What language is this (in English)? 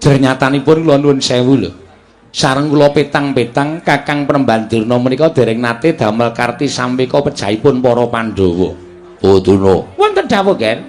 Javanese